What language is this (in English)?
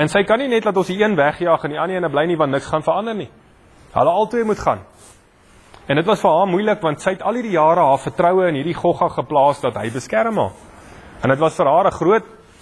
Afrikaans